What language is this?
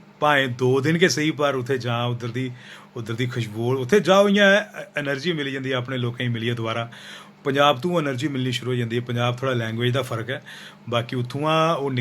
Dogri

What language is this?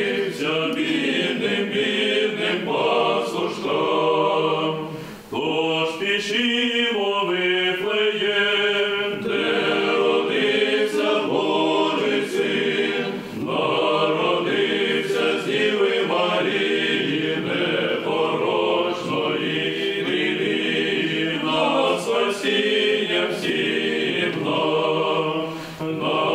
Ukrainian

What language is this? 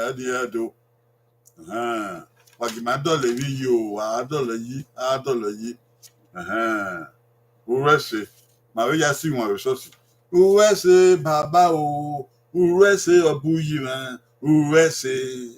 Bini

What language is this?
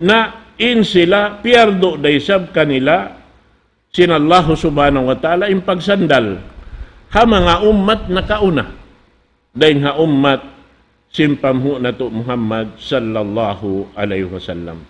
Tausug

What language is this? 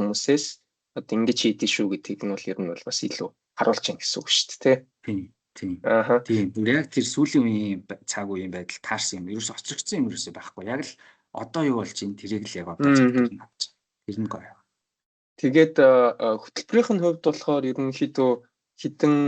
Mongolian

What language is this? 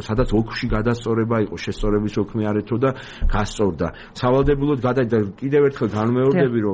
Georgian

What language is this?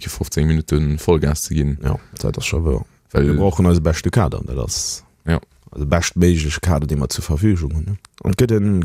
Luxembourgish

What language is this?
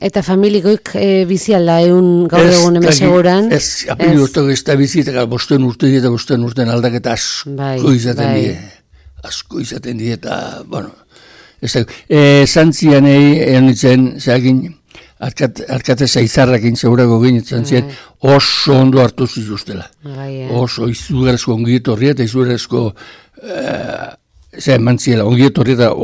Basque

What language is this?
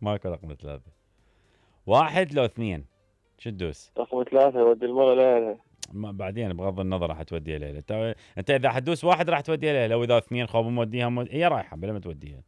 Mesopotamian Arabic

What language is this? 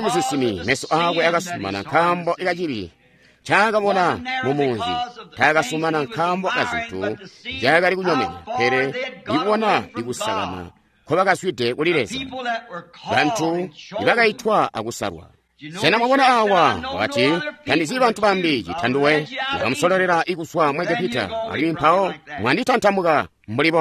Tonga (Zambia)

